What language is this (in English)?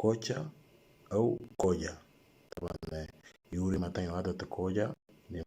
Moro